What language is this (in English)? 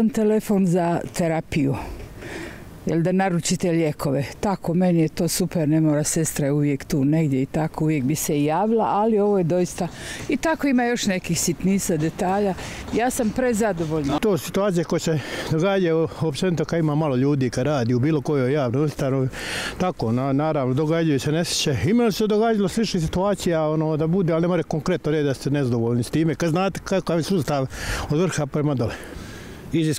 Croatian